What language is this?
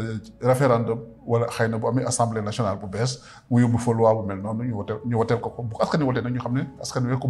Wolof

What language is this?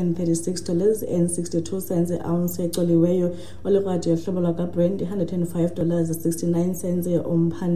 Xhosa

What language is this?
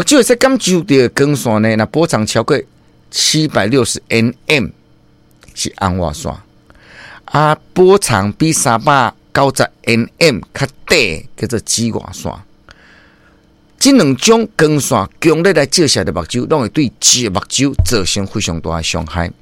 Min Nan Chinese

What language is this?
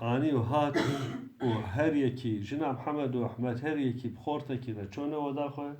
Kurdish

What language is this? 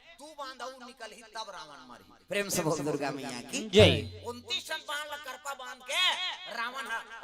Chhattisgarhi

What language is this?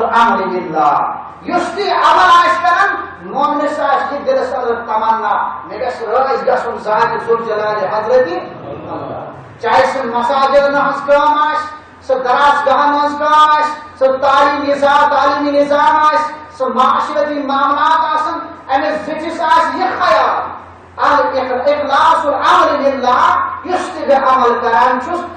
Kashmiri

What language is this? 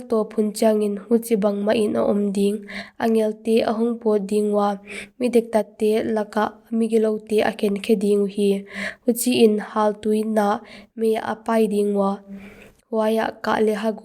Paite Chin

